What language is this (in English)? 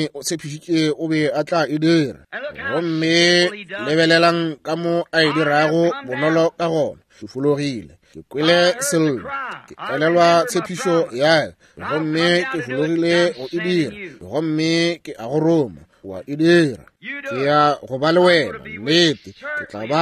Northern Sotho